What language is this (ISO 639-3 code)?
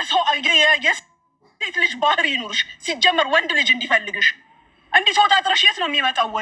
amh